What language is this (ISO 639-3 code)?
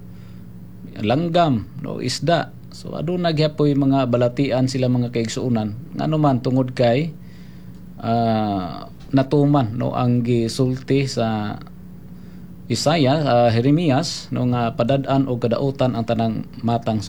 ceb